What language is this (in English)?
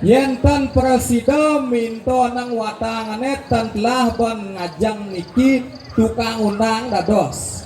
Balinese